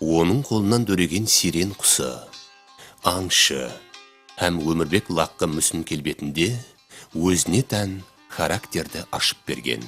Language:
Kara-Kalpak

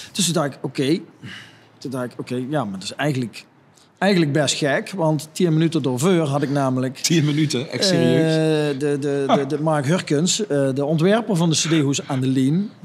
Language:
Limburgish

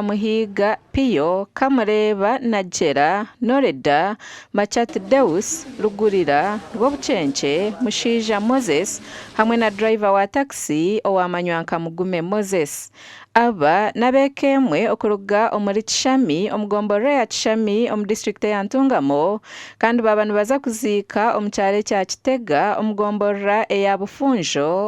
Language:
Nyankole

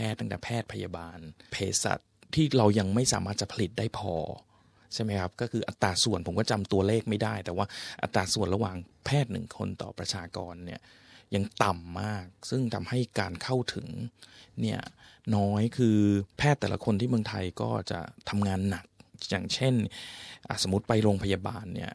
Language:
Thai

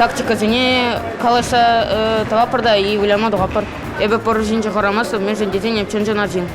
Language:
Chuvash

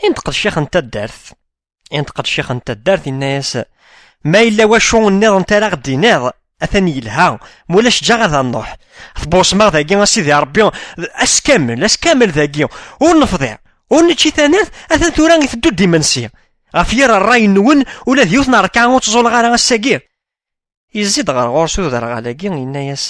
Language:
Kabyle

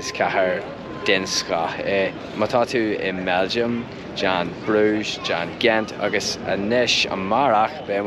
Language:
Irish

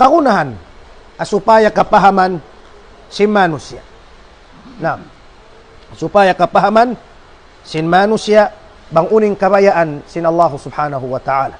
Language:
Tausug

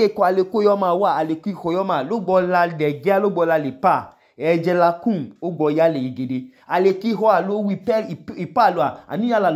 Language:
Idoma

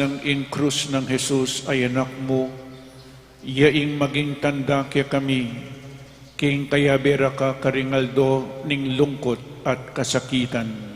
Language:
Pampanga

